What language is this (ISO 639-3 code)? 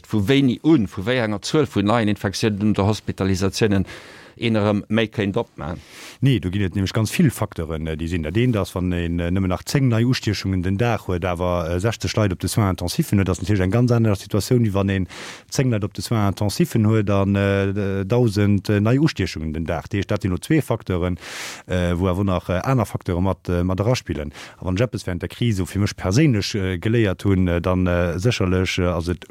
ltz